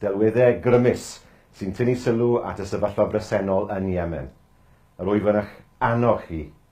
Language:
Welsh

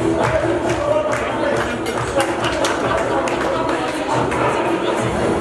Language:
Kara-Kalpak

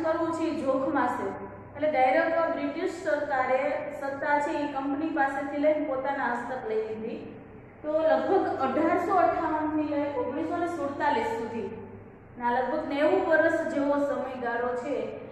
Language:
Gujarati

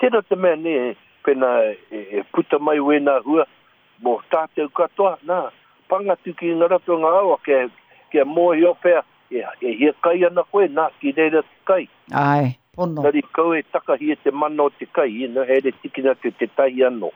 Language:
Māori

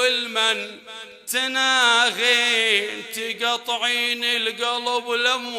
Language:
Mesopotamian Arabic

